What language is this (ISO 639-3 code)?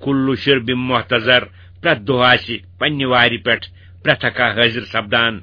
kas